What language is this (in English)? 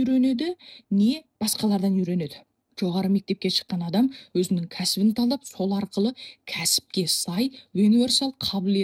Kazakh